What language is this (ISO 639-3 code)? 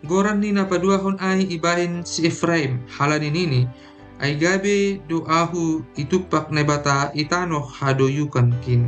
bts